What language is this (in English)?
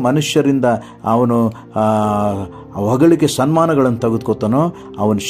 Kannada